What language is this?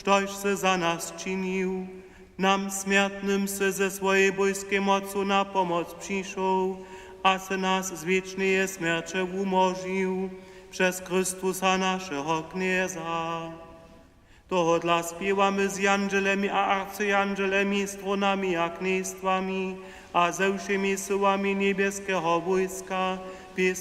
Upper Sorbian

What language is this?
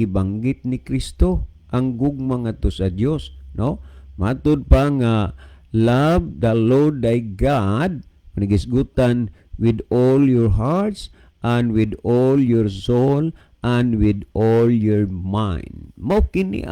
Cebuano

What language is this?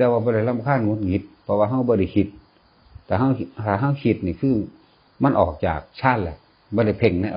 Northeastern Thai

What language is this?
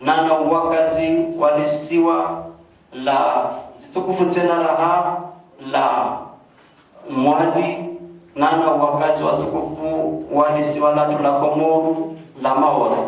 Ngazidja Comorian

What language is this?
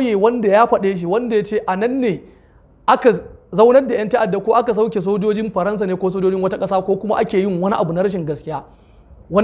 Hausa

